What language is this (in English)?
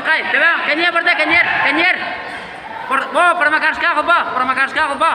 Yakut